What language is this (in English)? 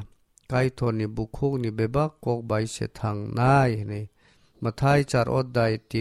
Kok Borok